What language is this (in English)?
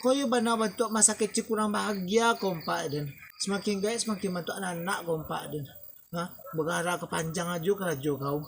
Minangkabau